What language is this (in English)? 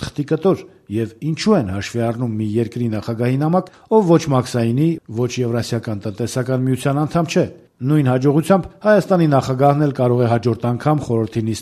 Armenian